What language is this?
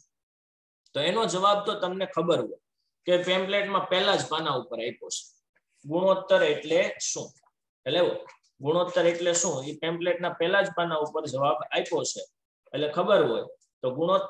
Gujarati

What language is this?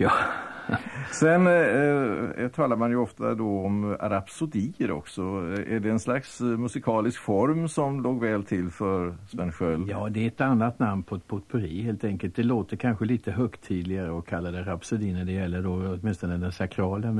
Swedish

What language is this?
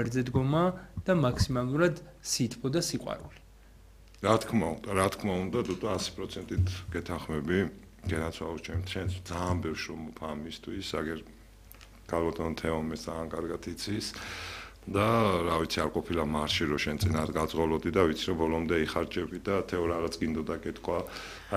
Georgian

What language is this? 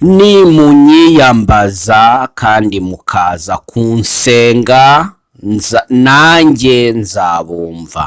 Kinyarwanda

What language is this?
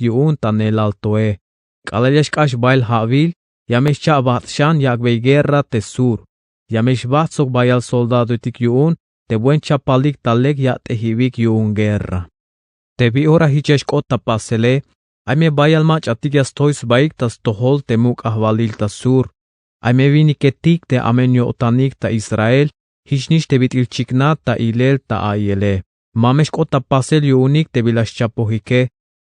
Tzeltal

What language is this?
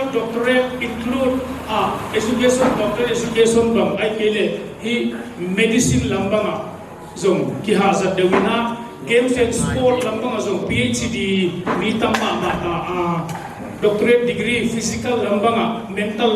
Tedim Chin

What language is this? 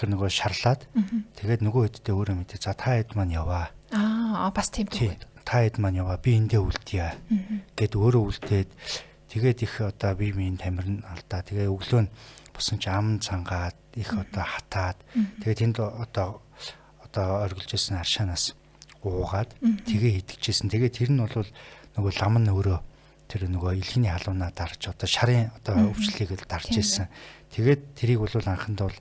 Mongolian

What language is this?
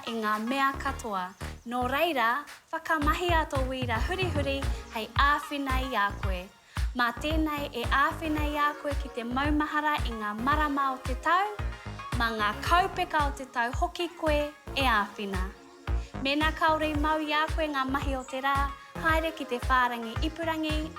Māori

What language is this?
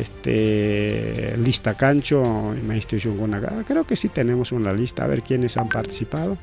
Ayacucho Quechua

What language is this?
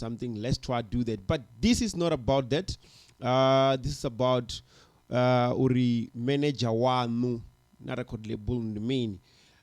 Venda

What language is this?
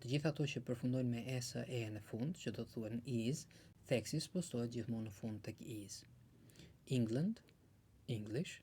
Albanian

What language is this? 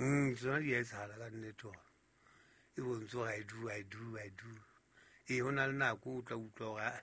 Southern Sotho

